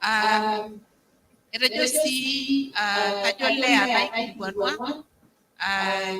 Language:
Masai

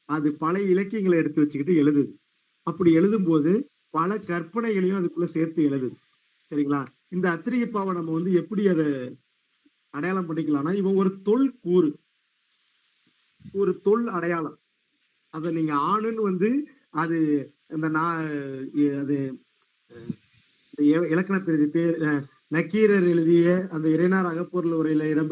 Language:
Tamil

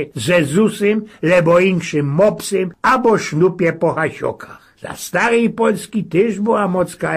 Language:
Silesian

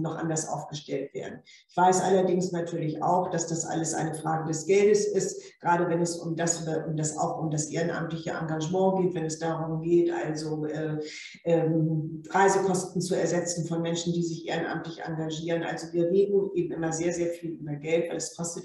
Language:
German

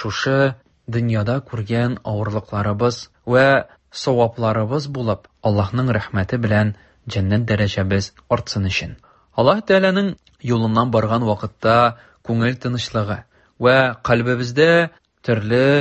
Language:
Tatar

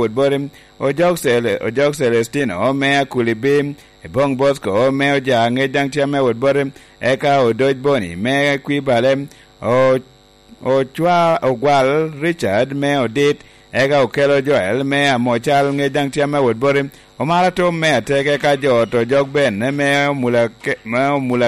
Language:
Lango (Uganda)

